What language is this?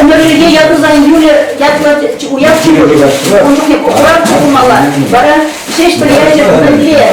Chuvash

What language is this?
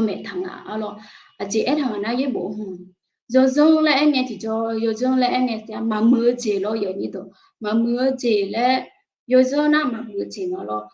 Akha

